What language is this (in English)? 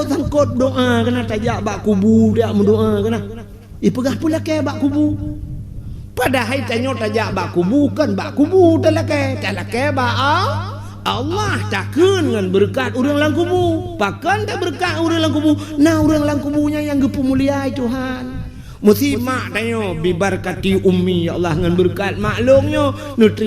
Achinese